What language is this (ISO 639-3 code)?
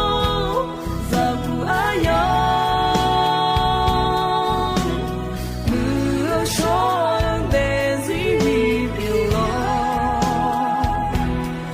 ahk